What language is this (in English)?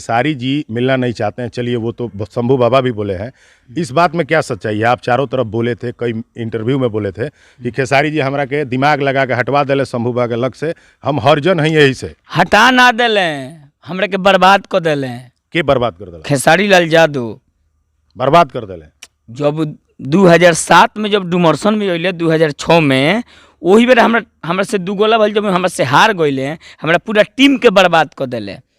Bhojpuri